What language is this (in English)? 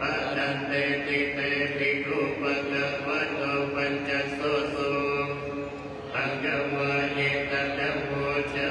Pali